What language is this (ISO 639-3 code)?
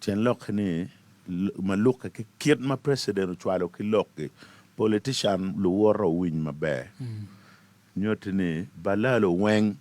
ach